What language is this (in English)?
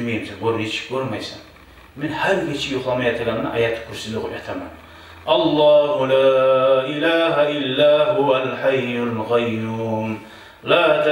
Kumyk